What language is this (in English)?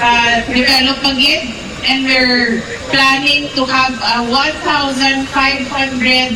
Hiligaynon